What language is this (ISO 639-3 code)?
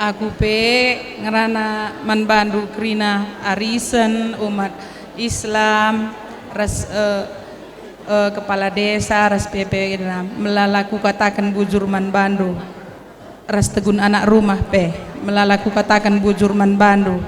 btx